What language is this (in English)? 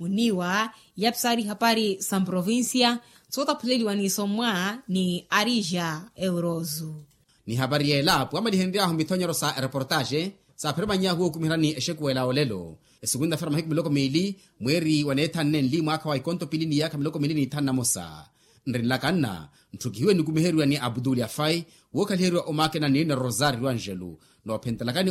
Makhuwa